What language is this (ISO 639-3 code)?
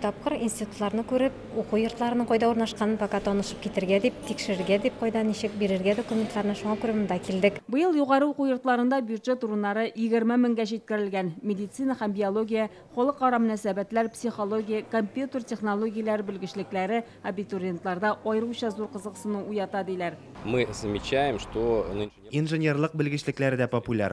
tat